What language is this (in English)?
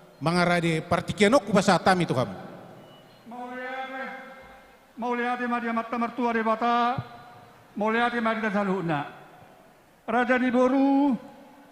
Batak Toba